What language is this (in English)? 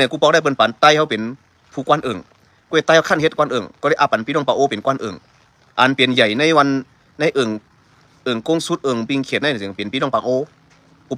Shan